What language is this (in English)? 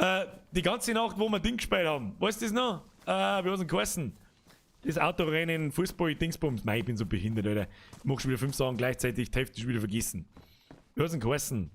Bavarian